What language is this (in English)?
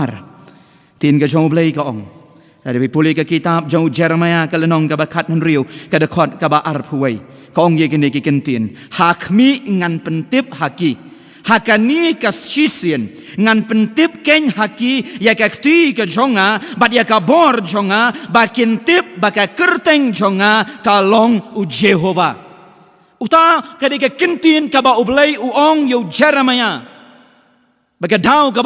Khasi